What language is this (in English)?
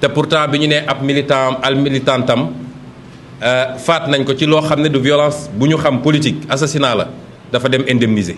Wolof